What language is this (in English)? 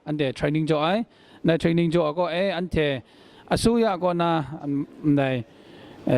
Kachin